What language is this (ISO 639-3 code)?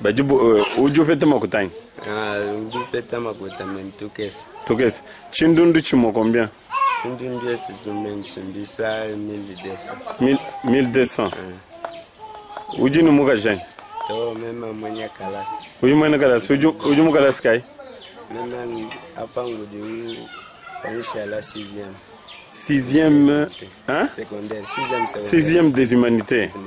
lua